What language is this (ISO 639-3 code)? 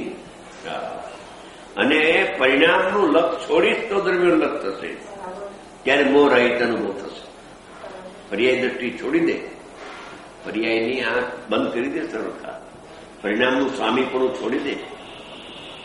guj